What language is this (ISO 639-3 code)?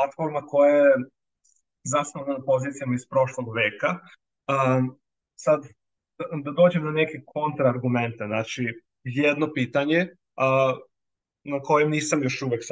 srp